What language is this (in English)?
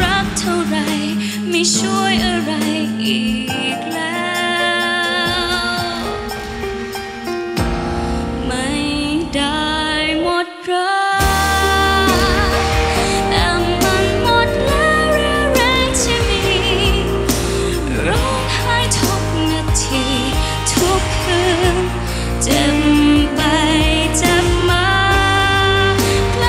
Thai